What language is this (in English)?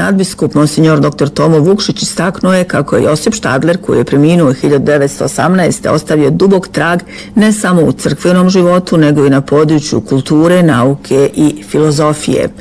Croatian